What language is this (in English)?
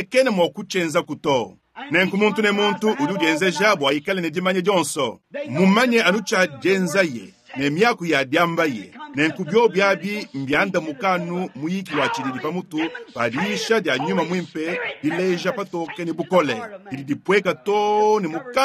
Luba-Lulua